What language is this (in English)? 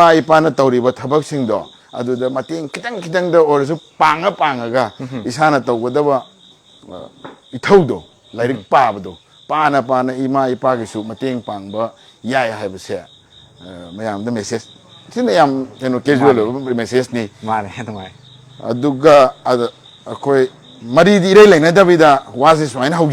Manipuri